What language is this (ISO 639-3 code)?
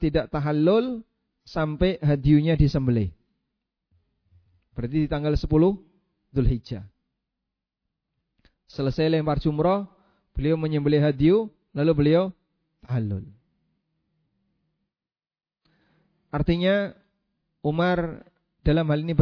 ind